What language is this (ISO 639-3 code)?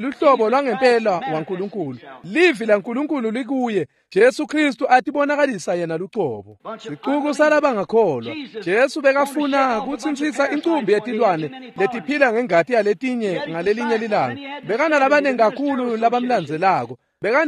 ssw